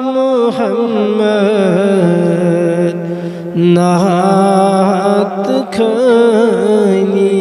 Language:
Kashmiri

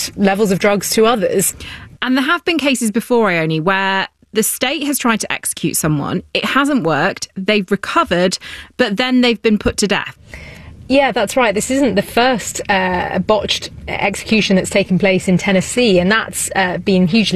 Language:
English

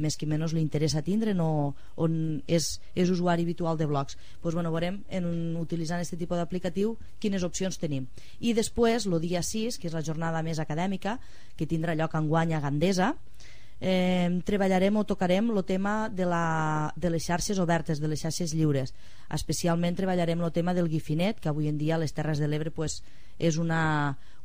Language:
Catalan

